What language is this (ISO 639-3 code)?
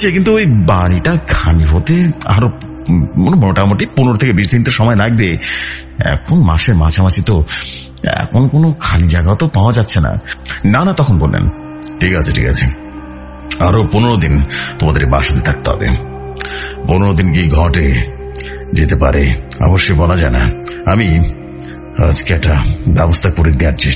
ben